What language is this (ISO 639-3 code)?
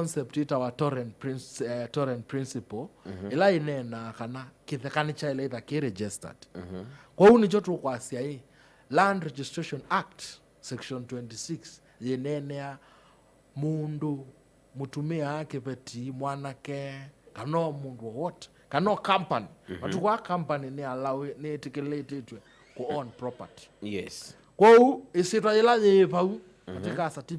kam